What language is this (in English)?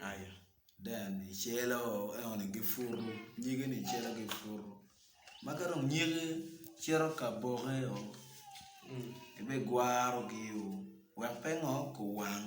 Acoli